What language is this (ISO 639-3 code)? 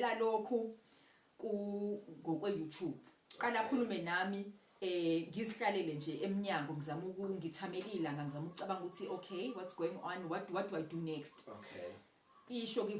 zul